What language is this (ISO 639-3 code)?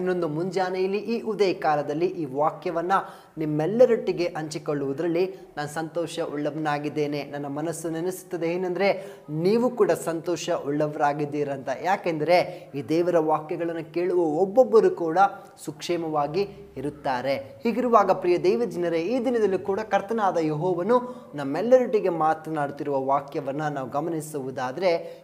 kan